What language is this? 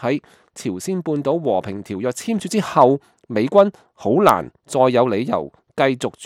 Cantonese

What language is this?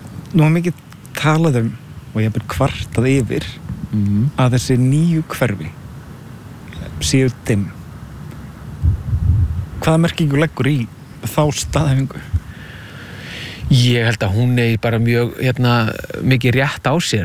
Icelandic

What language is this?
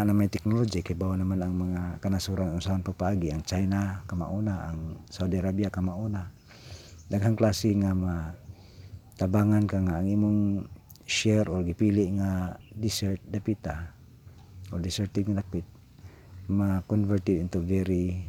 Cebuano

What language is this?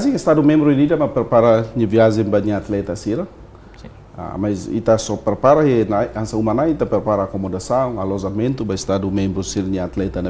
Tetum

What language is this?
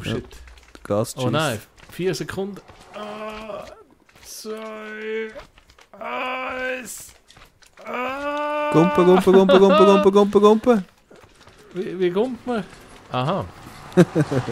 Swiss German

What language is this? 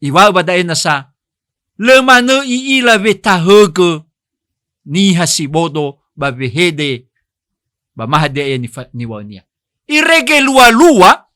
Nias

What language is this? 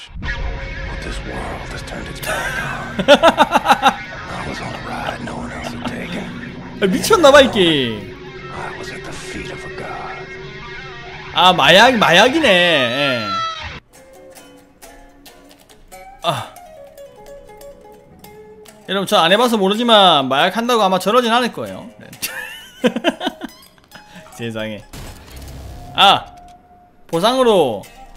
Korean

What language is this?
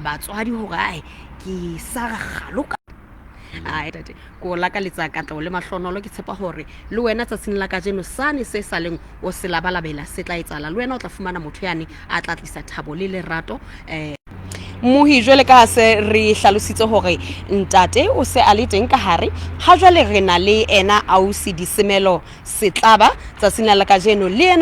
Southern Sotho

